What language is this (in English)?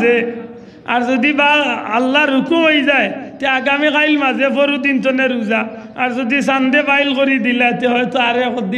Sylheti